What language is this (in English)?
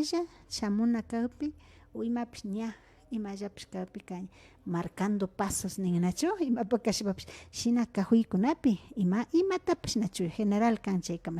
Imbabura Highland Quichua